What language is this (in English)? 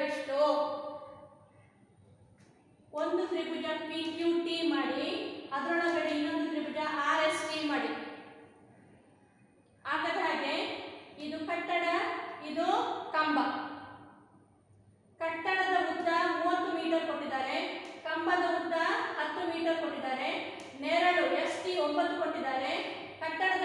Kannada